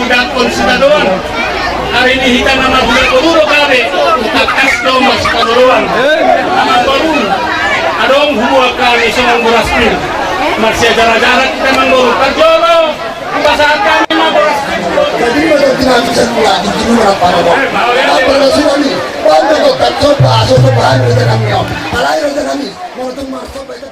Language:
Batak Toba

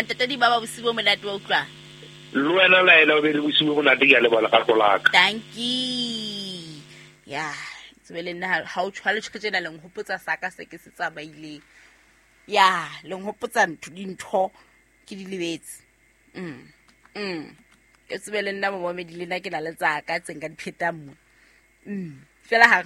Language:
Southern Sotho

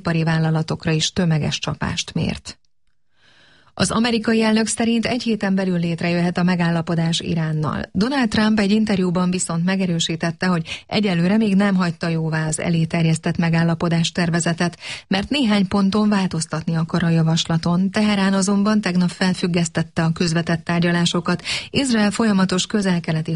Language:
Hungarian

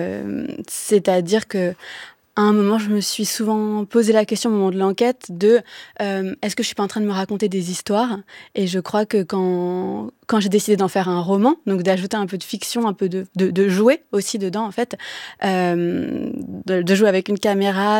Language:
French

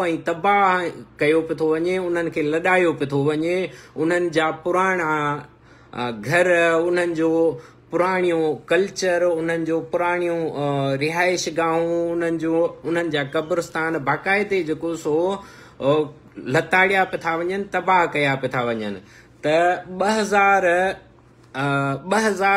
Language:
Sindhi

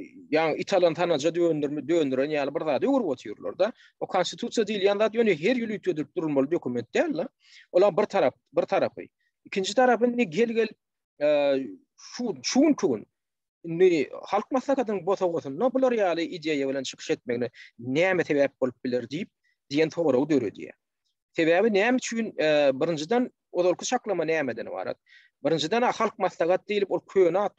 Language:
Turkmen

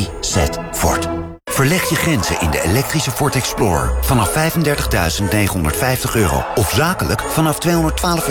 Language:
Dutch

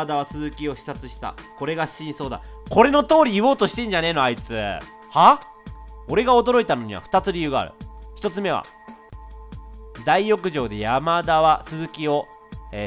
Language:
Japanese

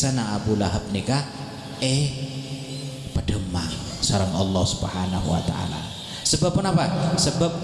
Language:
Madurese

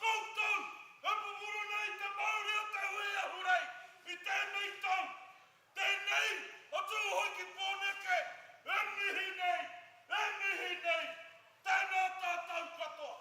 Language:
Māori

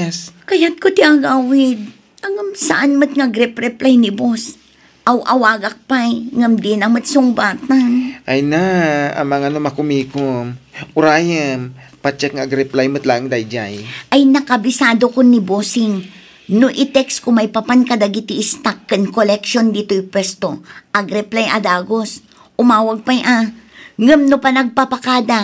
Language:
Iloko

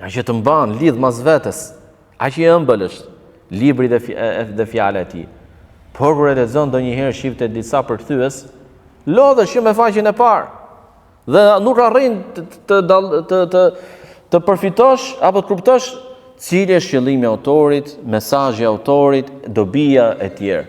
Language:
Albanian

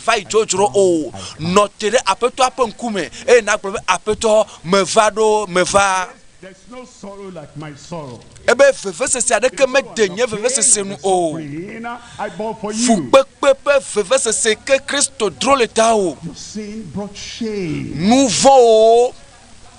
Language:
Ewe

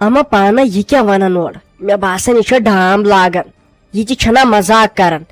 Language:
Kashmiri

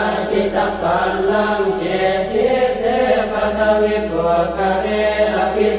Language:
Pali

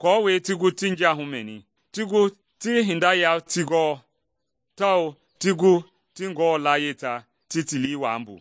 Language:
Mende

